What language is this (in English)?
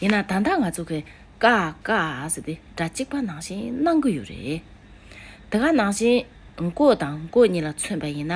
Tibetan